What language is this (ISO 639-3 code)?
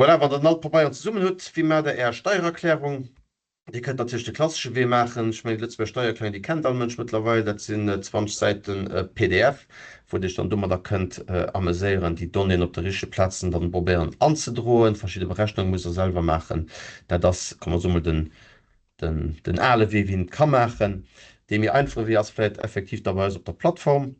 ltz